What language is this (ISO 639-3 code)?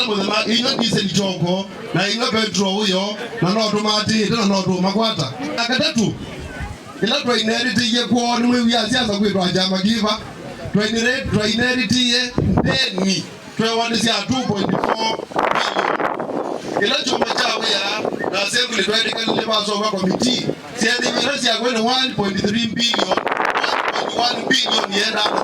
kam